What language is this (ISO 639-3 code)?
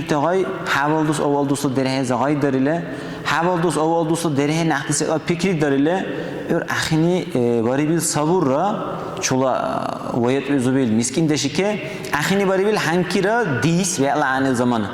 dar